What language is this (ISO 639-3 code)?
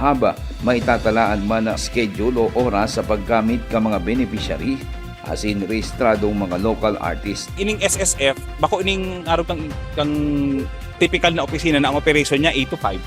bik